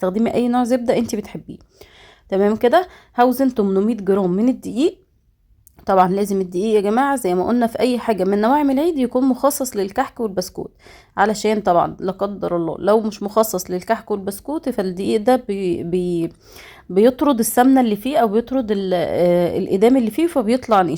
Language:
Egyptian Arabic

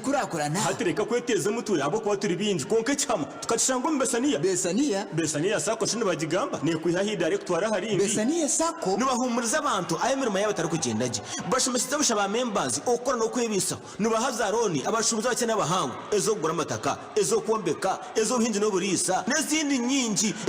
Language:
Nyankole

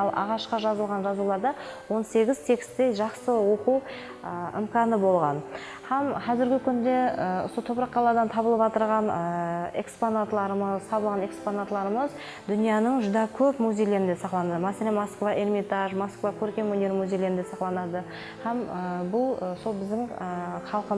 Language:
Kara-Kalpak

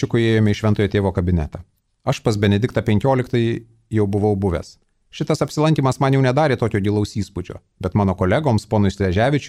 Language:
Lithuanian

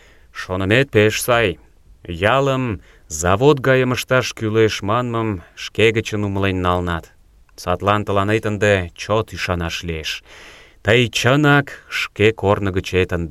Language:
Mari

